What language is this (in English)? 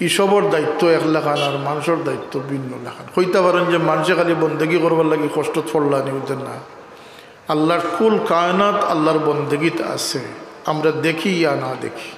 Sylheti